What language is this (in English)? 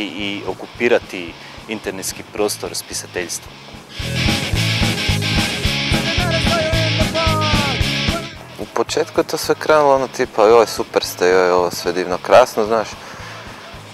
Croatian